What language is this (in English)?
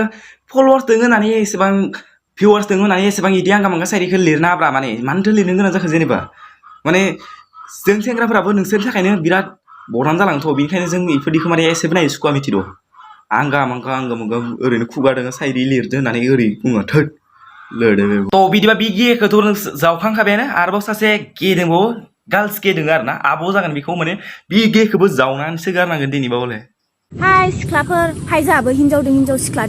Bodo